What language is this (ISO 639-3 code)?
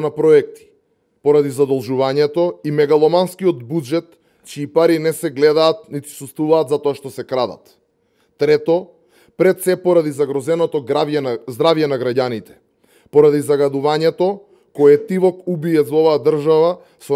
mkd